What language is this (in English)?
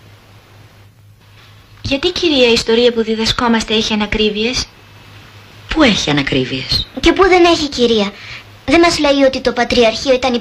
Greek